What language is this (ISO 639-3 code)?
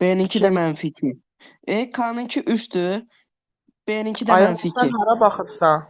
aze